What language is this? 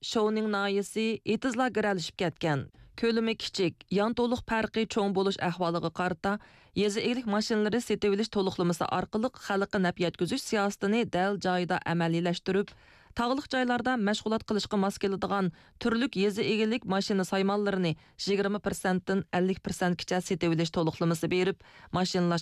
Uyghur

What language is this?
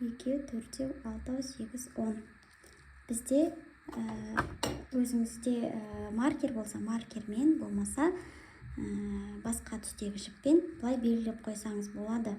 Kazakh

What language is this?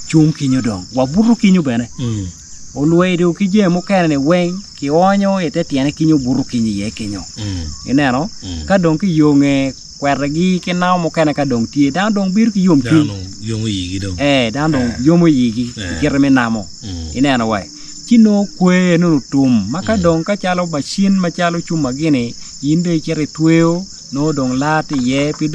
Acoli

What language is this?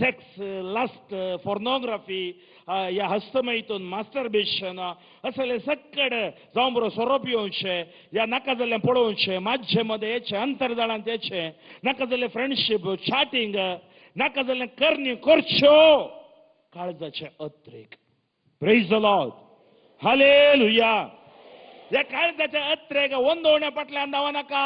Konkani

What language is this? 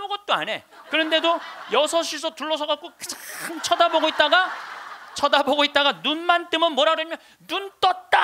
Korean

